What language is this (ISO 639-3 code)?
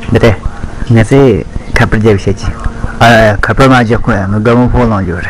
bod